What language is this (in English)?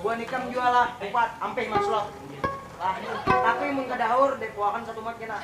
Banjar